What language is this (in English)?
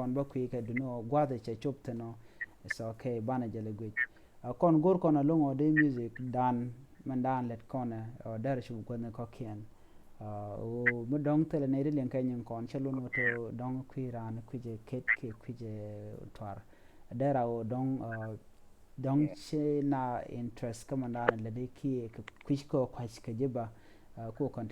Nuer